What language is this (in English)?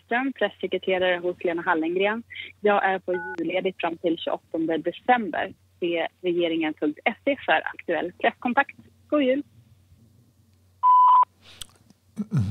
Swedish